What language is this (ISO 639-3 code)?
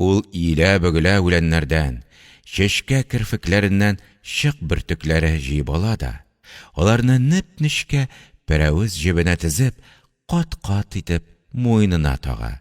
tat